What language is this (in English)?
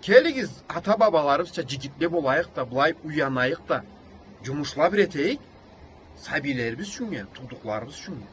Karachay-Balkar